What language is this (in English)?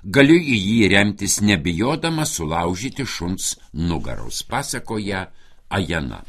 Lithuanian